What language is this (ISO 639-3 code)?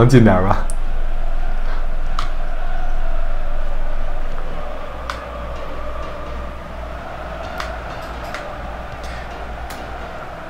zho